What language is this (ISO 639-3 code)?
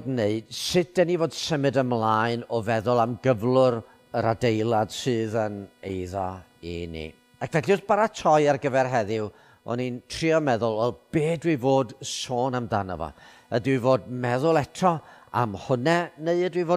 cym